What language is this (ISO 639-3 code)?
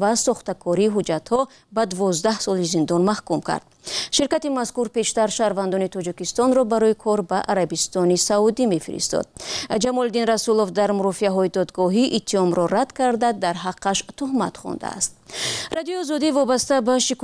tgk